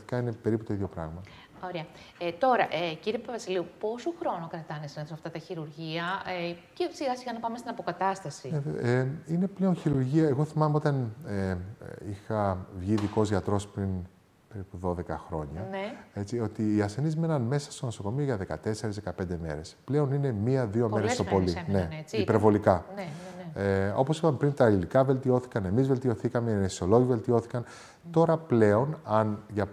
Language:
Greek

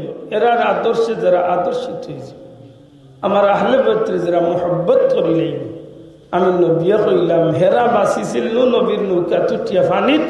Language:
Sylheti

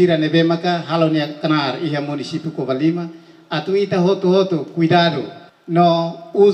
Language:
Tetum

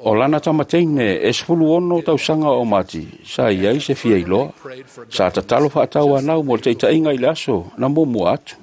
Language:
Samoan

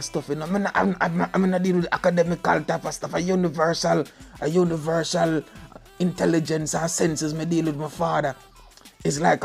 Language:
Jamaican Creole English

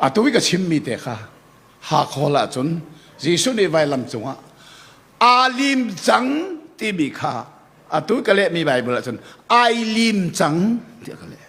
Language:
Hakha Chin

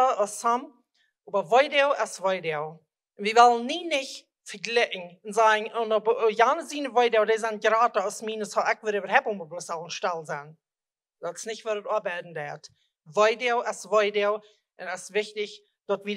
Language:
Plautdietsch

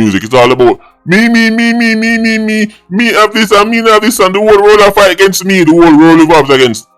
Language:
Jamaican Creole English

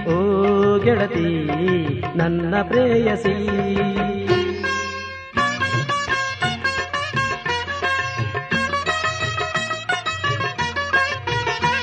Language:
Kannada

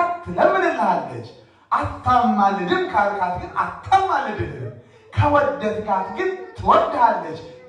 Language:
Amharic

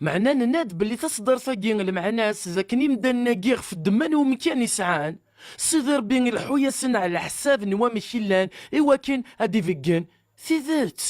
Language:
Kabyle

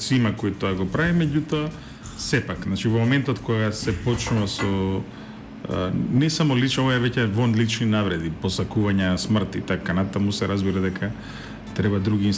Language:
Macedonian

